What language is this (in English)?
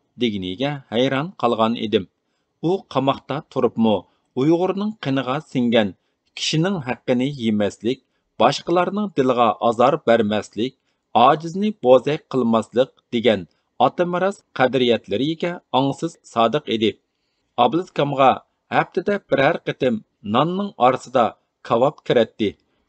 Uyghur